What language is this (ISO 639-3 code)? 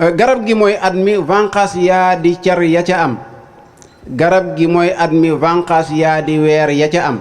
wol